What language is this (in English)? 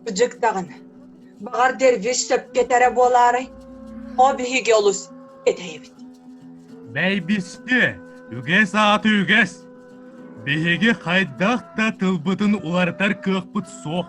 Yakut